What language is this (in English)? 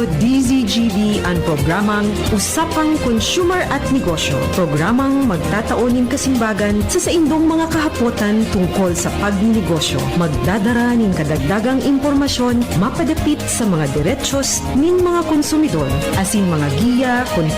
Bikol